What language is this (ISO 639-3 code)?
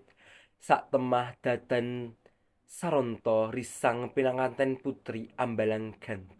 jav